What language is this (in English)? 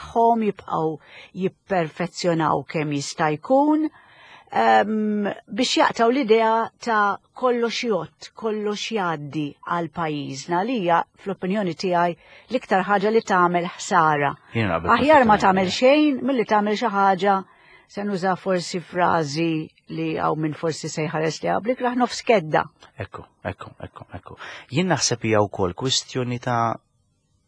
Maltese